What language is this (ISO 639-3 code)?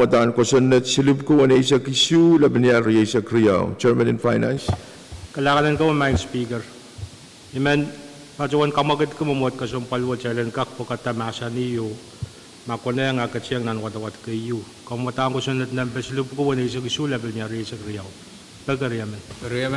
pon